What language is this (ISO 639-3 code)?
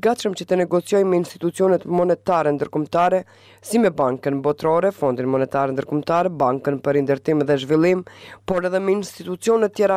sqi